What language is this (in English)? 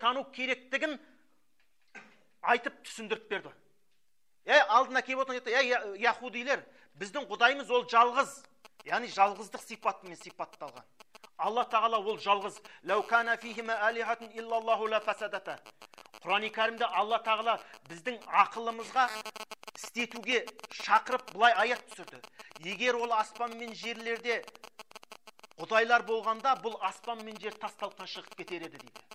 Kazakh